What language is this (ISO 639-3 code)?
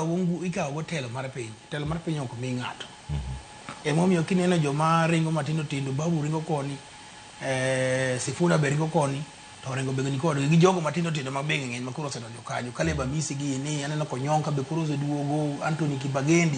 luo